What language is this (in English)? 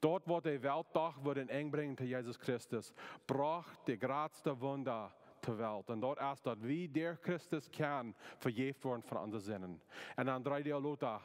Plautdietsch